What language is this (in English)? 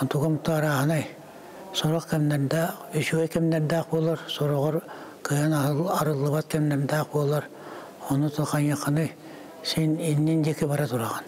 Yakut